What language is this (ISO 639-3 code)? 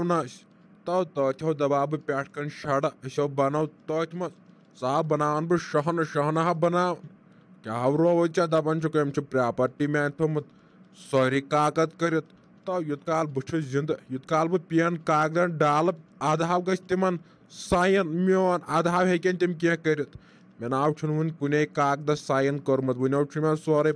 kas